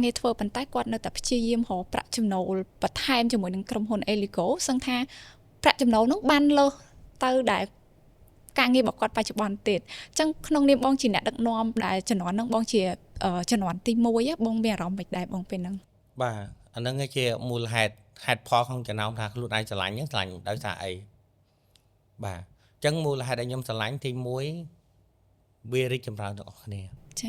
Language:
Khmer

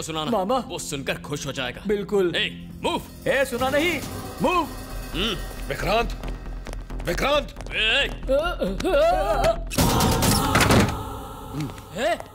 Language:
Hindi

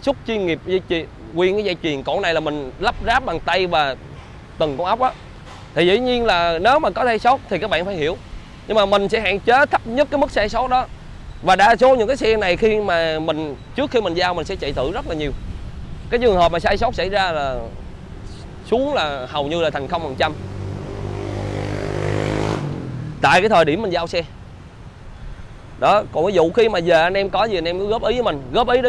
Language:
Vietnamese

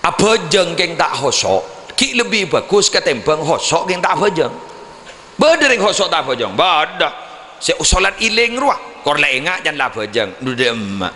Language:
Madurese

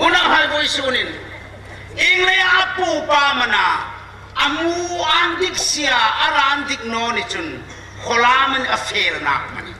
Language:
Hmar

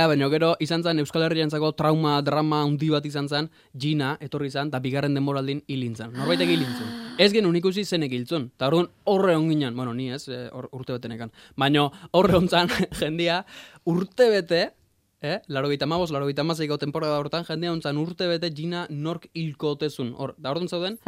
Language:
Basque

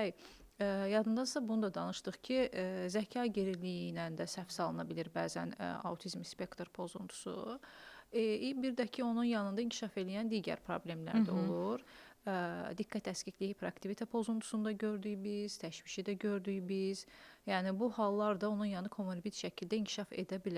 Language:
Azerbaijani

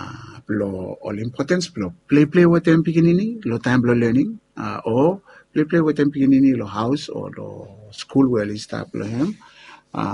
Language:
Bislama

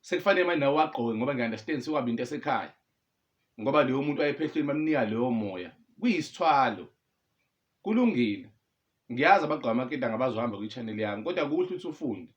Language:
Zulu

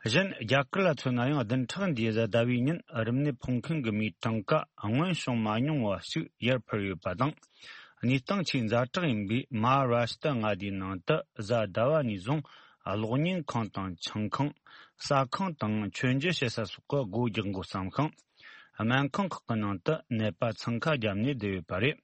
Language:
Tibetan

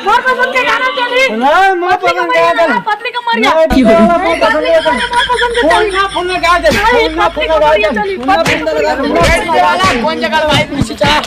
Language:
Chhattisgarhi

